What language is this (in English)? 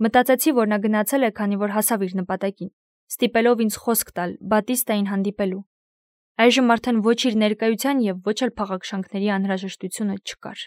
Armenian